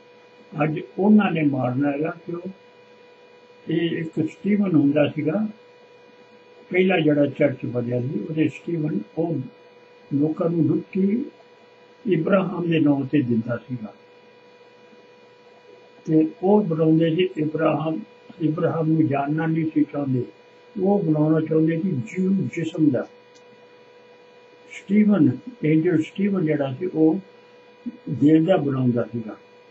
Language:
Punjabi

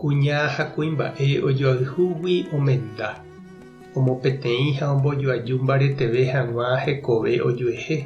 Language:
Guarani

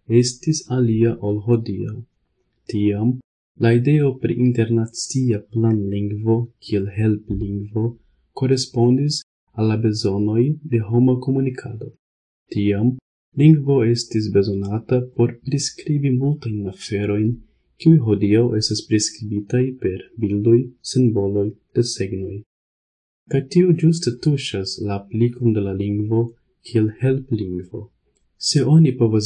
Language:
Esperanto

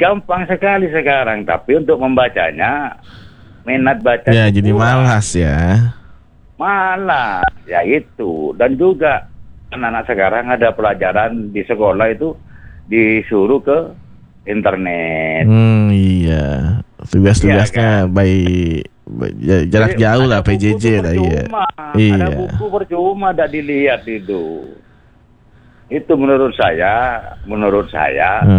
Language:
Indonesian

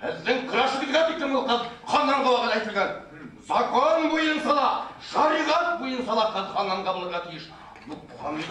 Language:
Bashkir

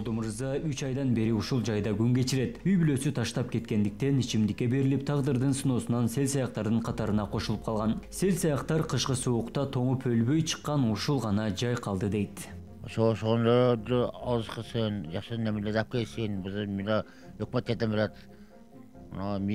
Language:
Kyrgyz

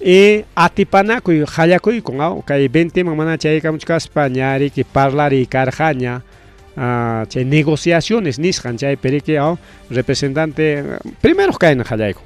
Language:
Ayacucho Quechua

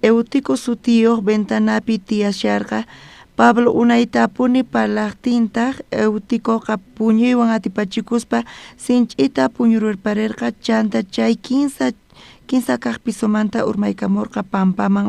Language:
South Bolivian Quechua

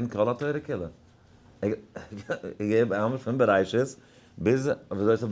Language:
Yiddish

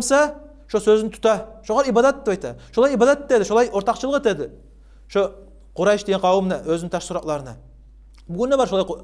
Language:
Kumyk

